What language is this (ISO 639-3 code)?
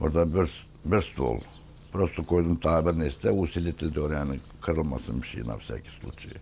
gag